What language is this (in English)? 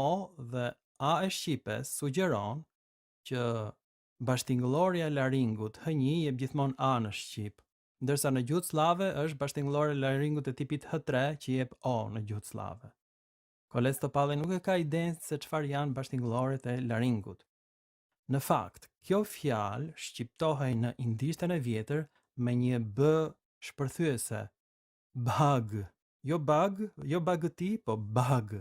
Albanian